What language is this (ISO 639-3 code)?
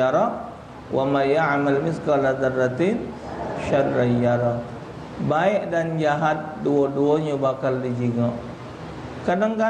mui